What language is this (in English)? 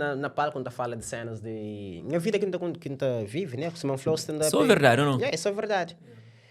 Kabuverdianu